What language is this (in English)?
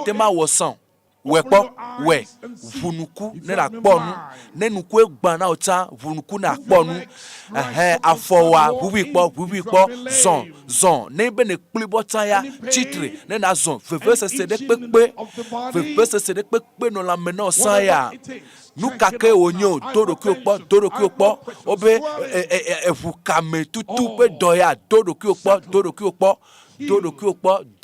Ewe